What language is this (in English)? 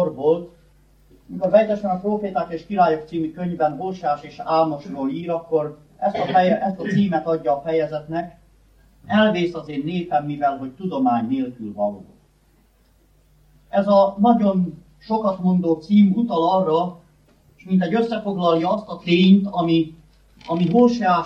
Hungarian